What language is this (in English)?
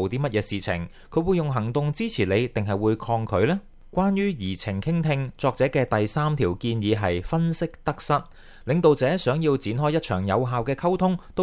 Cantonese